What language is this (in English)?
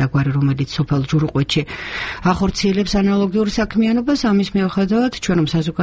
Georgian